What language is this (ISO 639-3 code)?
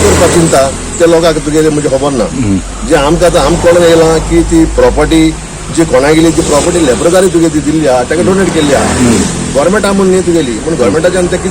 kok